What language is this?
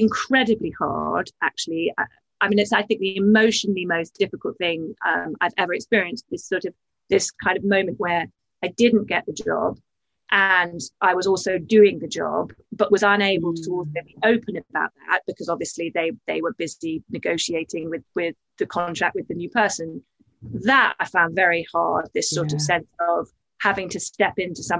English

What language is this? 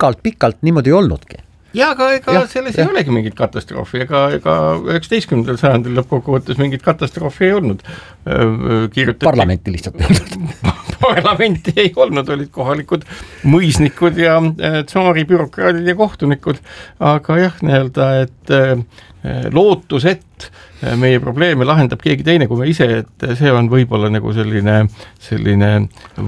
Estonian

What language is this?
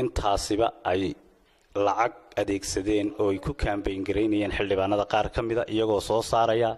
Somali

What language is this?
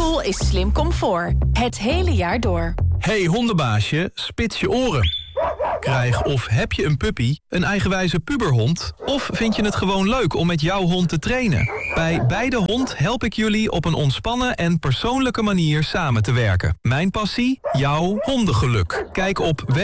Dutch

